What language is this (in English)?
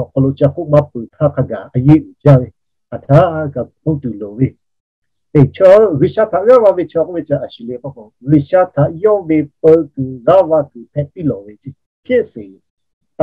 Lahu